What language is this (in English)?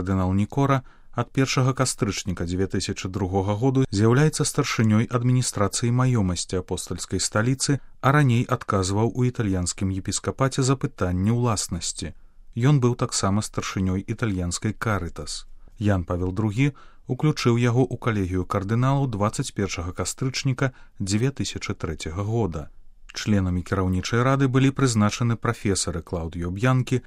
Belarusian